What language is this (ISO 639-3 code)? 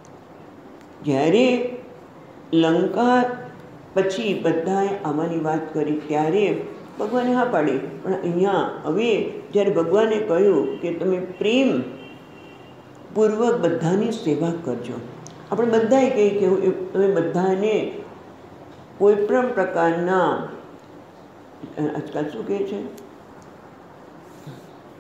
guj